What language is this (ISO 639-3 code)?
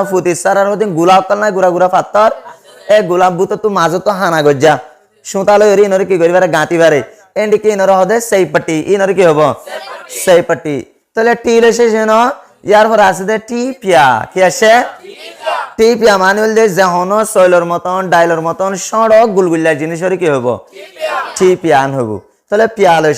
rhg